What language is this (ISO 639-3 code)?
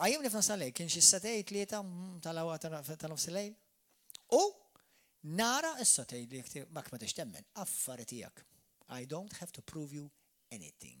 mlt